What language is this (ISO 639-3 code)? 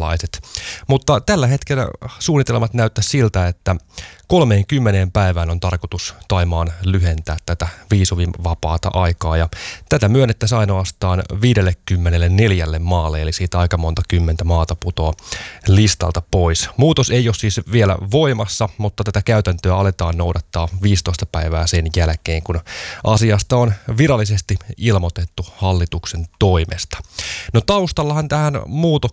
fin